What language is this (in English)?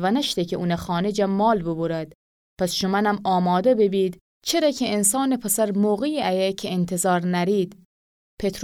Gilaki